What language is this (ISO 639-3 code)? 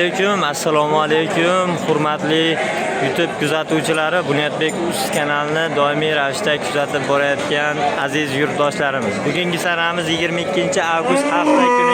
uzb